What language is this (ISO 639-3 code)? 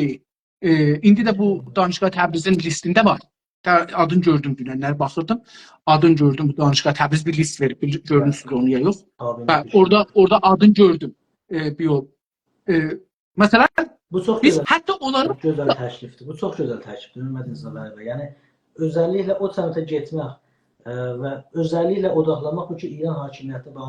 azb